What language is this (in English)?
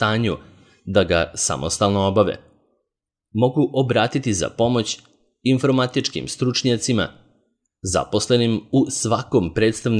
Serbian